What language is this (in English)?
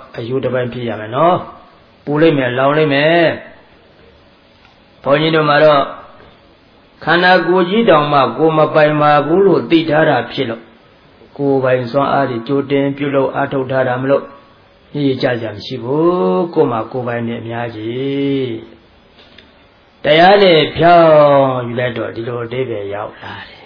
Burmese